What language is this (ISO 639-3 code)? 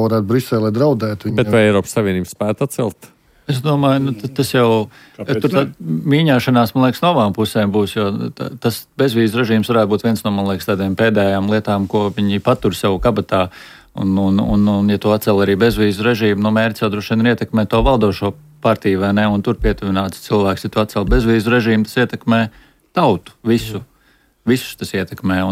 lav